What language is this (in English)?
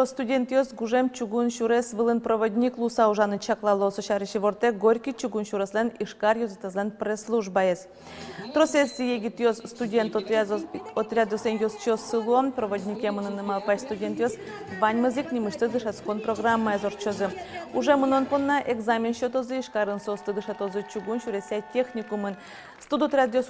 Udmurt